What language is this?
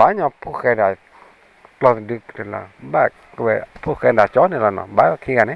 S'gaw Karen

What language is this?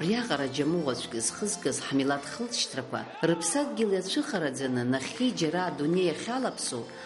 Abkhazian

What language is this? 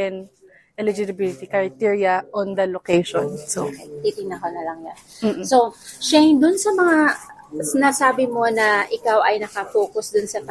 Filipino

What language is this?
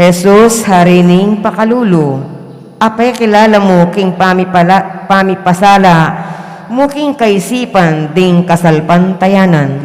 Pampanga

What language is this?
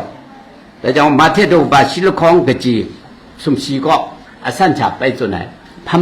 Kachin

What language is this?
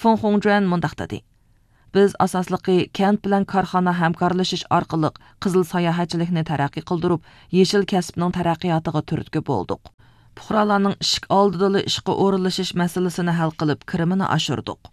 Uyghur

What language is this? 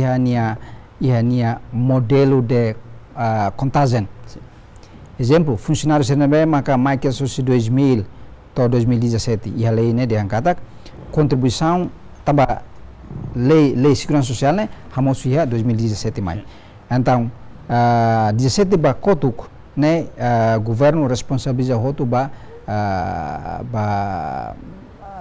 Tetum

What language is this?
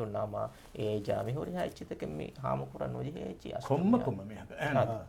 Divehi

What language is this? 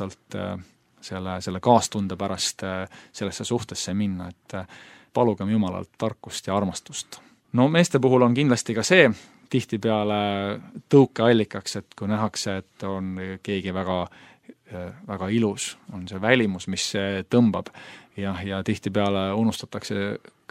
Estonian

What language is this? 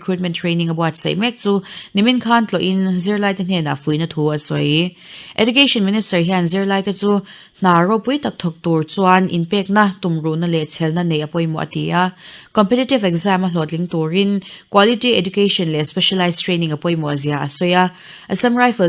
Mizo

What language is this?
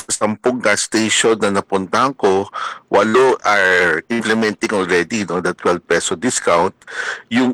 Filipino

